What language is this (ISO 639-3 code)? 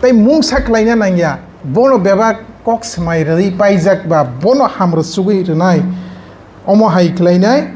trp